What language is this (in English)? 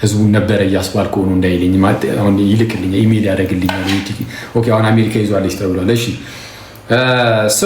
Amharic